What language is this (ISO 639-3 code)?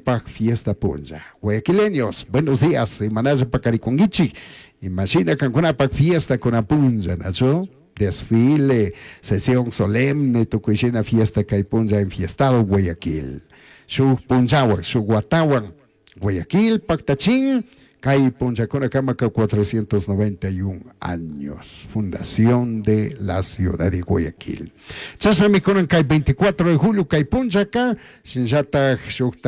qug